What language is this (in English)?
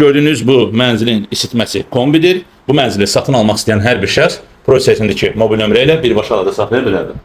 Azerbaijani